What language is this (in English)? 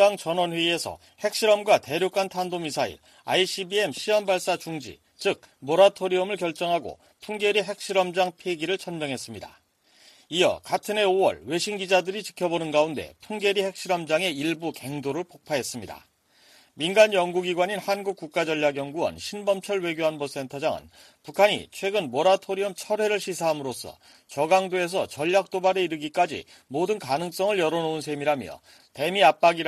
Korean